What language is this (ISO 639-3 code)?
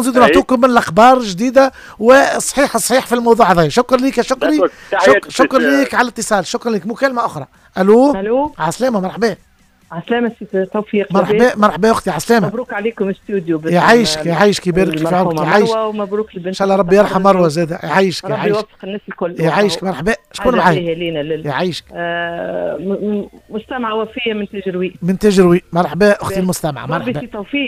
aeb